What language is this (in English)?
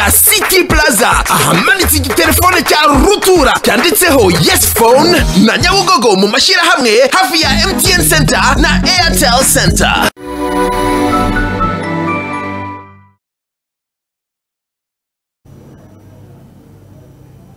Kinyarwanda